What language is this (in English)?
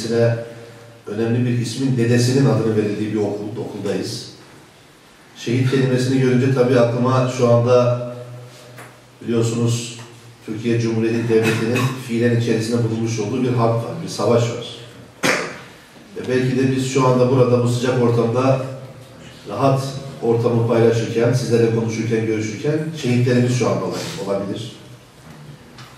Turkish